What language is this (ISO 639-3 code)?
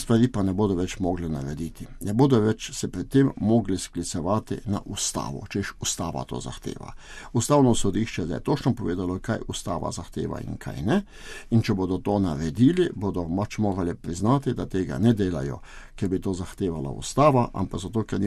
slv